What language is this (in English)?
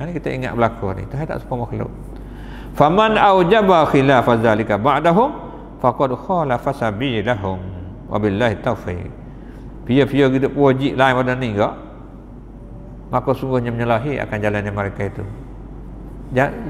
Malay